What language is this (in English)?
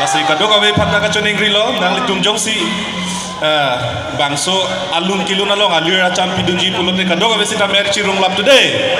Karbi